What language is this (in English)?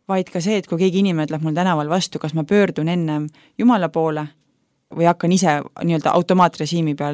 Estonian